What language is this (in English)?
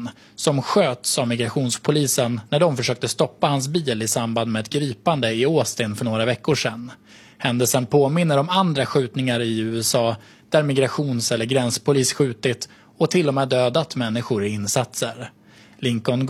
Swedish